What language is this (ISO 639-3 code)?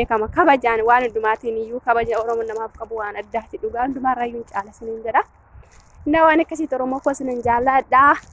orm